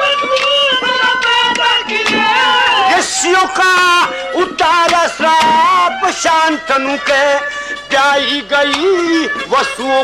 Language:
Haryanvi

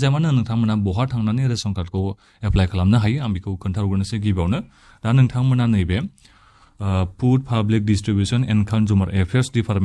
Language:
Bodo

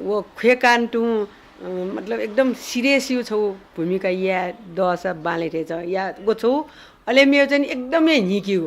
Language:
Newari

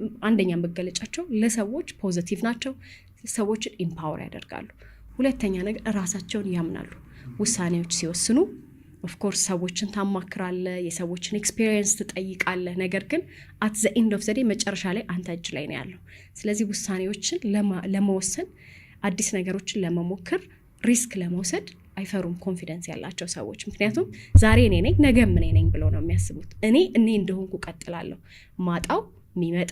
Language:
Amharic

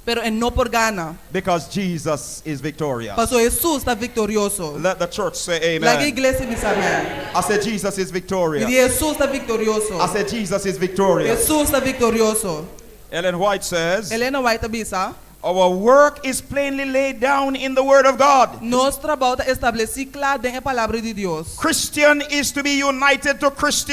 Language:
Papiamento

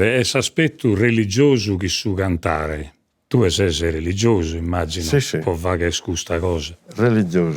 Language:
Sardinian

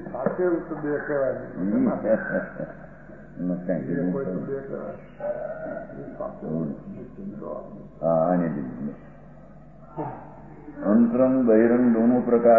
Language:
Gujarati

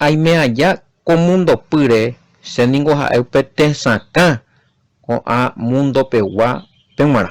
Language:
Guarani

